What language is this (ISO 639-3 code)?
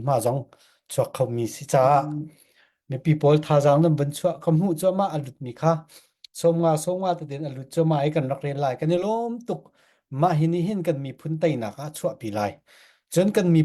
cfm